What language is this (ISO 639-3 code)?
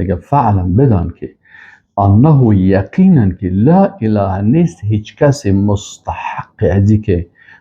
fas